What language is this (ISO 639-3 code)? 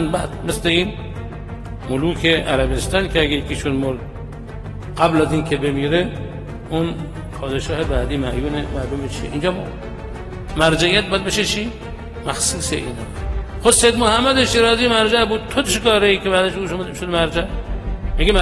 fas